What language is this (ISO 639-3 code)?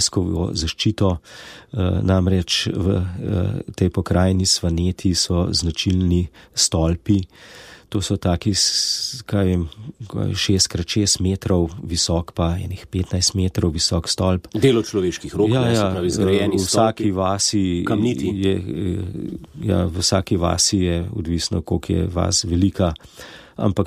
slv